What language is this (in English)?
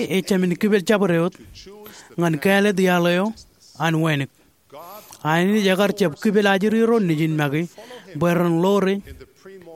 Marshallese